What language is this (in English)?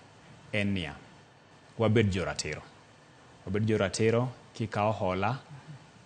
Luo (Kenya and Tanzania)